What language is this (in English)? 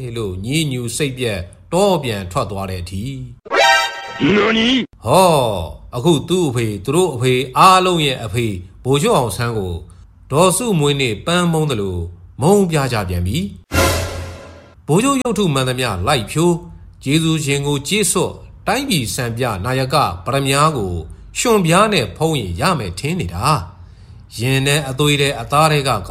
Burmese